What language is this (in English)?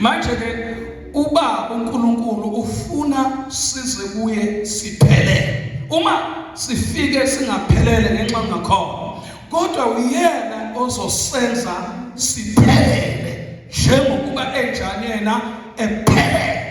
Zulu